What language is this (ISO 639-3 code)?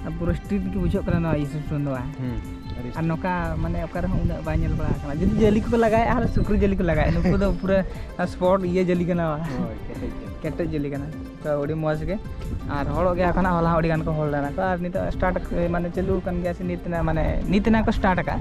sat